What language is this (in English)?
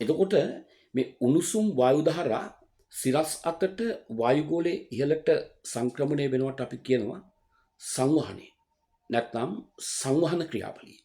Sinhala